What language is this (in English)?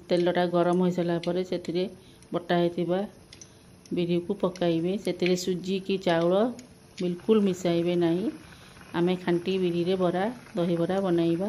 Odia